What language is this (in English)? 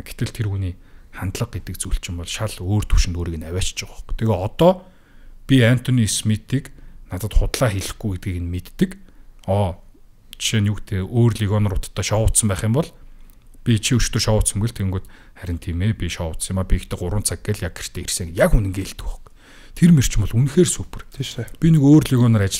Mongolian